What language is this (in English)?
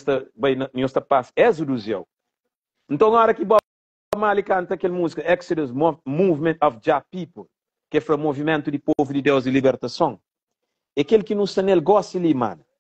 Kabuverdianu